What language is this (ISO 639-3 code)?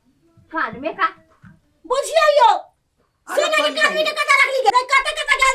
mai